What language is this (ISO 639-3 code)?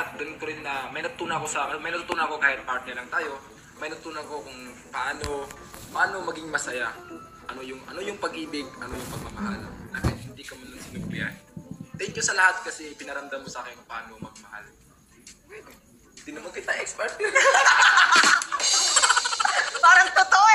fil